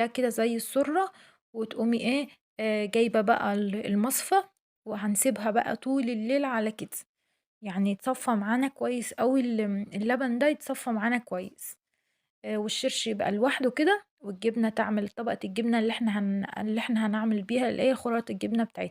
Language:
Egyptian Arabic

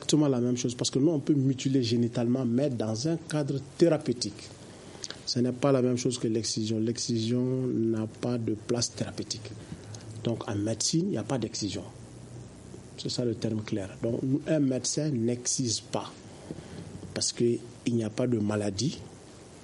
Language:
French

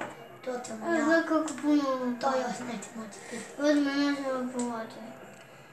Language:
Croatian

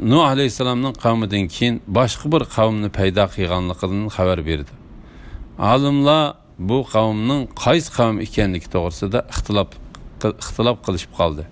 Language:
Uyghur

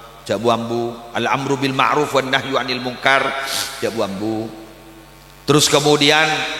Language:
Madurese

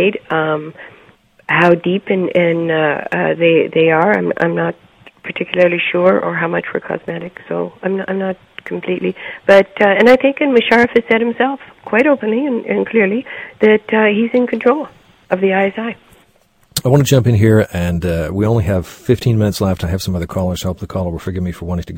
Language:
English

